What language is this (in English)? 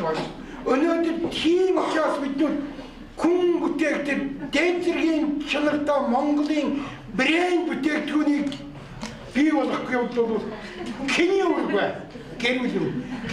Mongolian